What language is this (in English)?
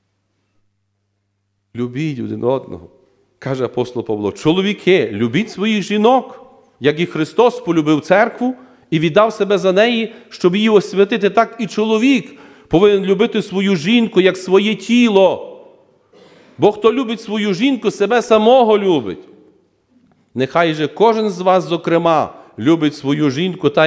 Ukrainian